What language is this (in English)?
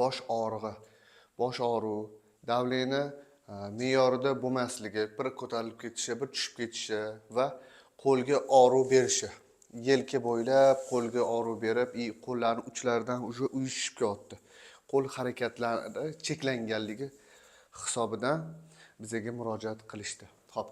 Uzbek